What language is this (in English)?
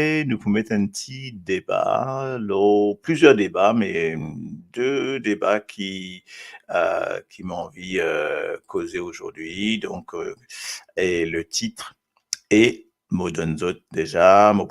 Morisyen